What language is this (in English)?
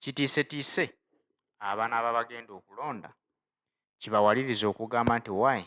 Ganda